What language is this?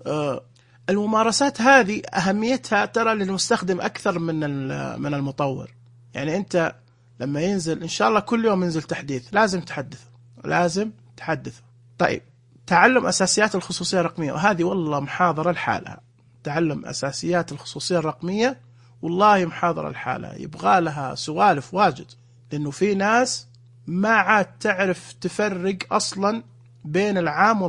Najdi Arabic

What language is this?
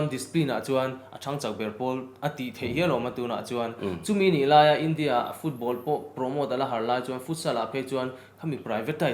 Mizo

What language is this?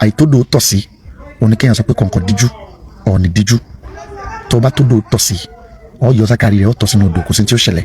Yoruba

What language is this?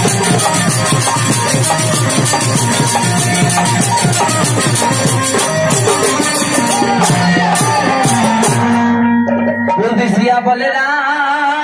Bhojpuri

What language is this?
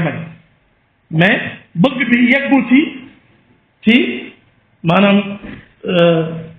Wolof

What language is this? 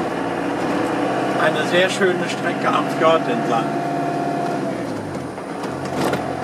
German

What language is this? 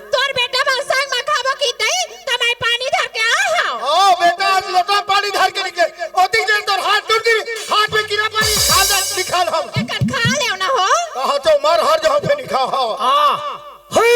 Chhattisgarhi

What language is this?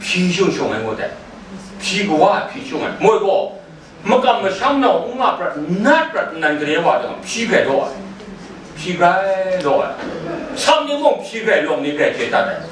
Kachin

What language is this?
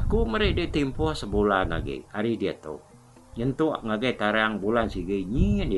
Iban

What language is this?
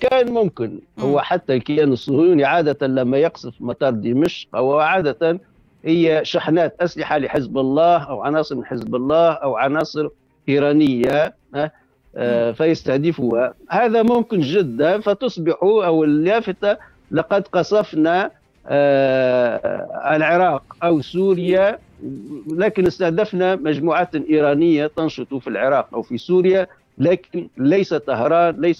Tunisian Arabic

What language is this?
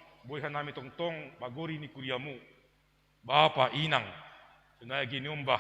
Batak Simalungun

